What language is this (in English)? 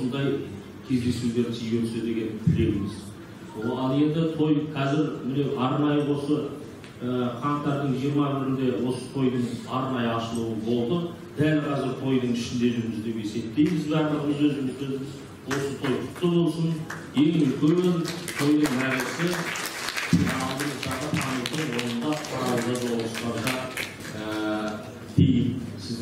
Kazakh